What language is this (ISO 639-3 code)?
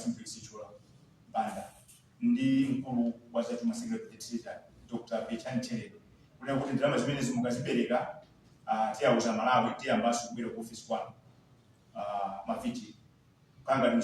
nya